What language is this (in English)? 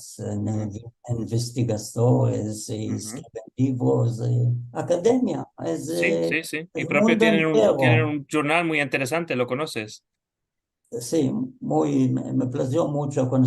Ladino